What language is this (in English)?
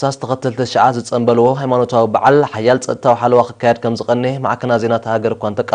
Tigrinya